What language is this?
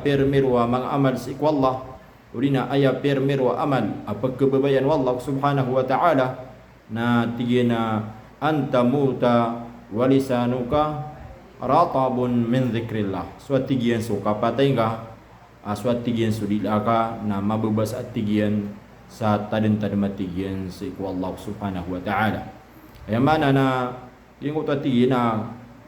Maranao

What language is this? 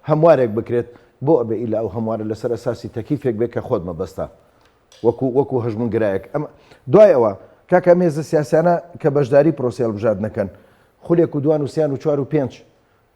Central Kurdish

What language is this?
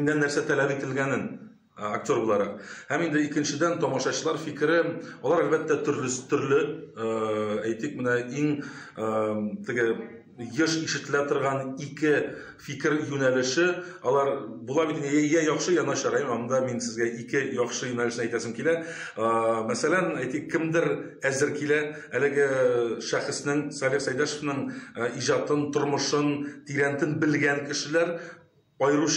Tatar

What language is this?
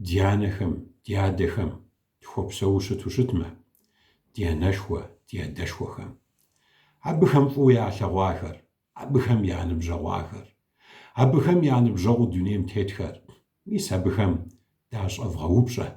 Kabardian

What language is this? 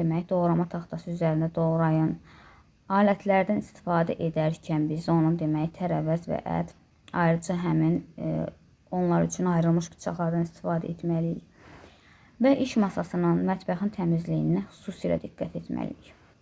Azerbaijani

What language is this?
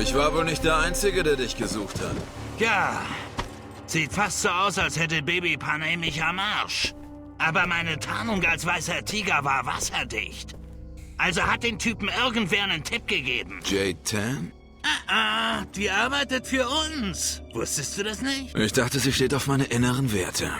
Bavarian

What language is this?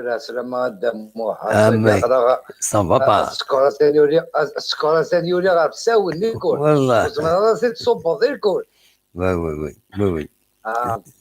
Kabyle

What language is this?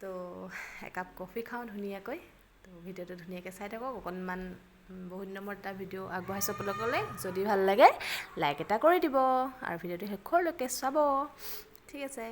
Assamese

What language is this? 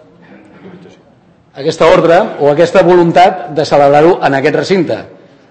Catalan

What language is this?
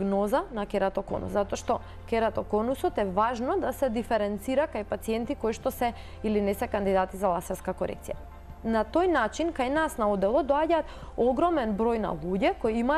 Macedonian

